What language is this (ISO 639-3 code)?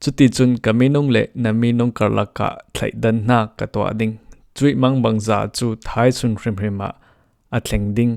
cfm